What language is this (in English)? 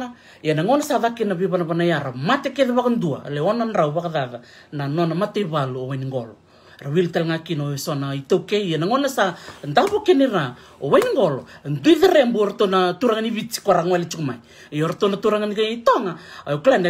Fijian